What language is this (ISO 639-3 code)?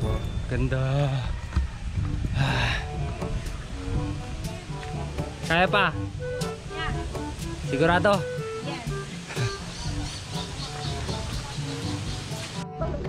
fil